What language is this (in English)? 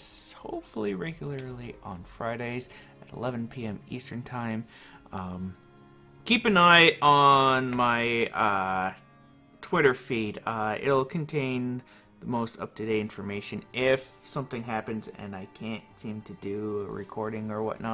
English